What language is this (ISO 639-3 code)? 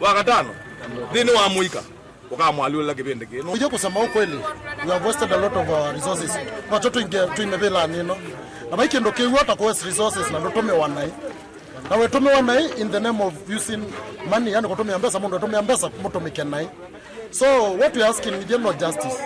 kam